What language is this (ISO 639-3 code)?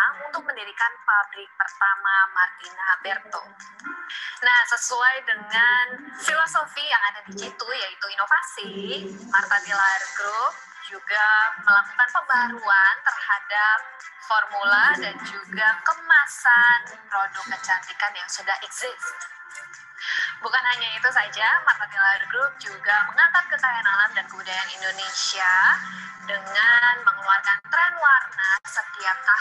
ind